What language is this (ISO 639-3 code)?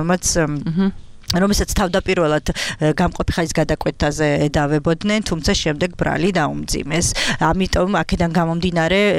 kat